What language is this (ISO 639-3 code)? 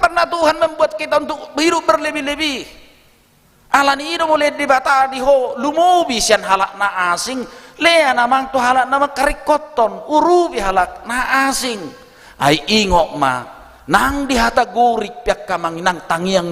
bbc